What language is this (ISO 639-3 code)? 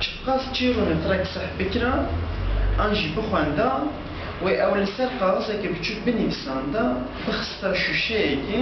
kur